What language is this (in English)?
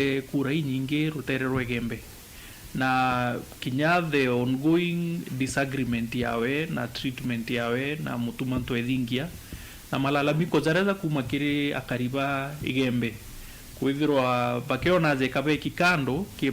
Meru